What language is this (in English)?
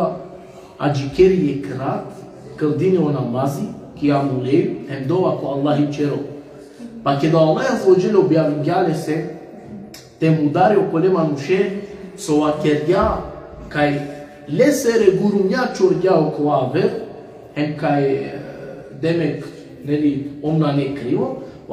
Balkan Romani